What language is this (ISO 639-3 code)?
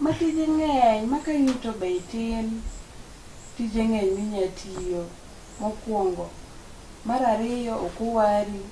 luo